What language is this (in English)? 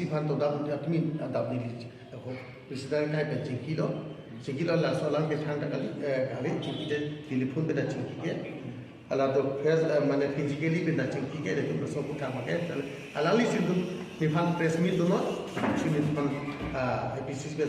Karbi